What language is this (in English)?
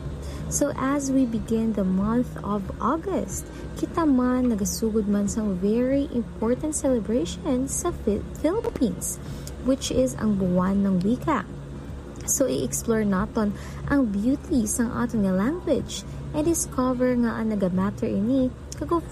Hiligaynon